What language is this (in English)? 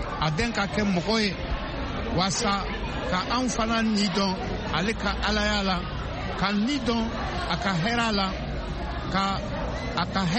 Bambara